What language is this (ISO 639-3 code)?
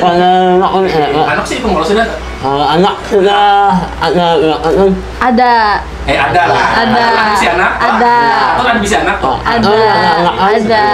bjn